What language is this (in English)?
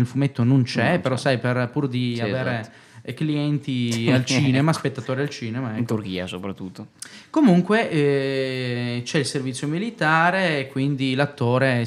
Italian